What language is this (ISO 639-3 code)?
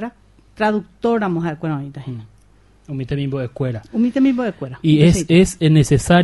grn